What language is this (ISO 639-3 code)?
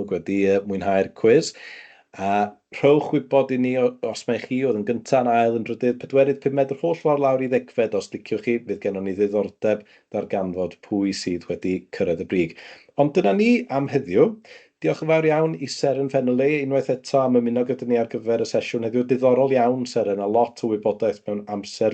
cym